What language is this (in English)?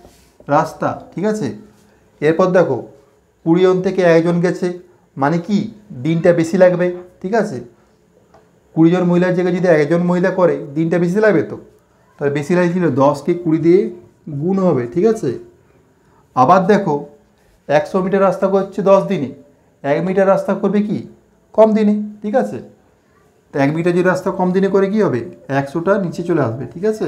Bangla